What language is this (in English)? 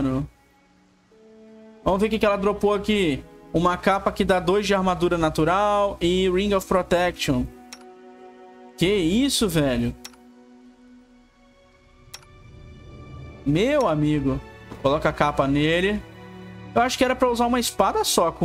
Portuguese